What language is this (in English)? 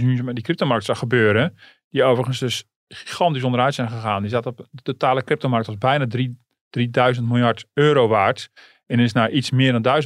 Dutch